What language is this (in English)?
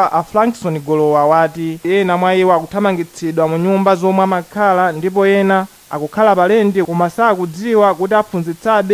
Nyanja